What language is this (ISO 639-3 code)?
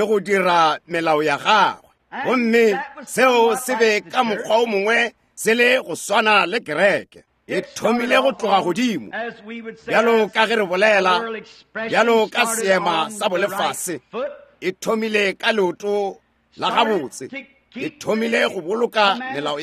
nso